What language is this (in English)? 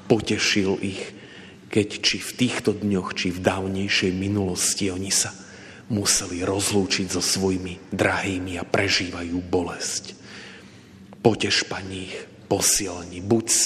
Slovak